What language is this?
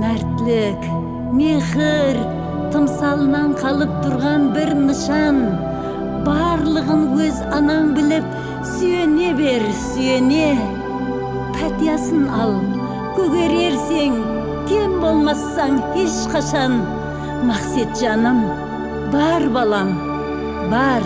Kara-Kalpak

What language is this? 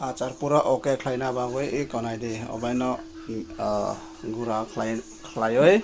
Kok Borok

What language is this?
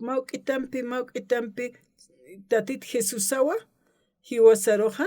Aymara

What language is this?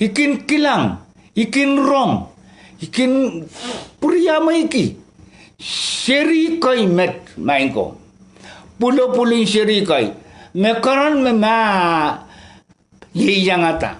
Pohnpeian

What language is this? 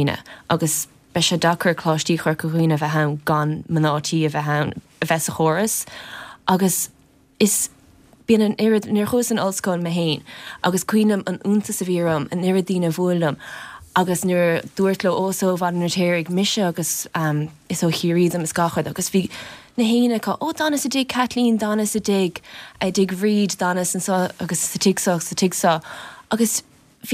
Irish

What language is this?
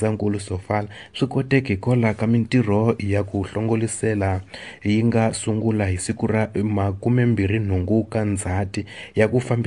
Tsonga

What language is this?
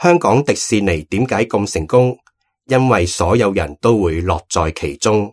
Cantonese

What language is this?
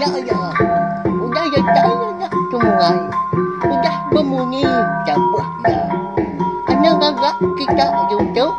Iban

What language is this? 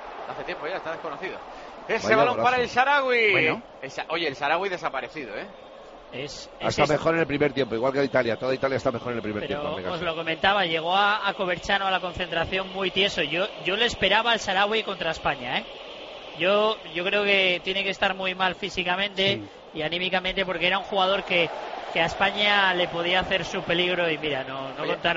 Spanish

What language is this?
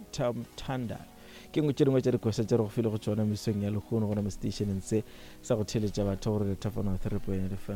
Northern Sotho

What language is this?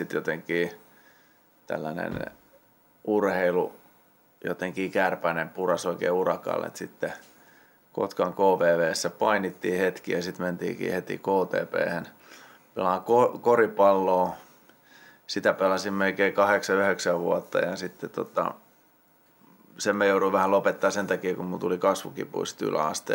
Finnish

